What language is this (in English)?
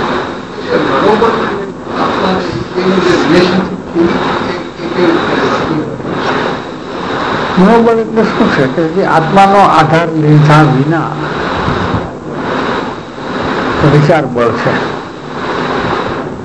Gujarati